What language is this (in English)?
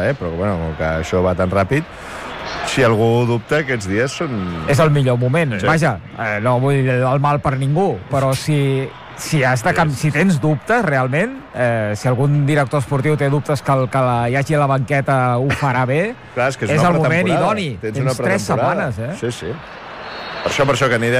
Catalan